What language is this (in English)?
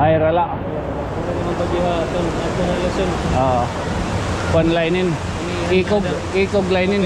Waray